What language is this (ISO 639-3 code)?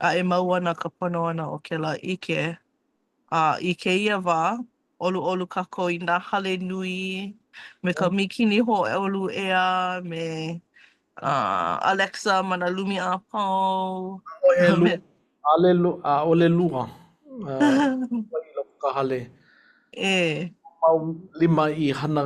haw